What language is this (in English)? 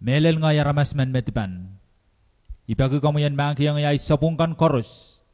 Pohnpeian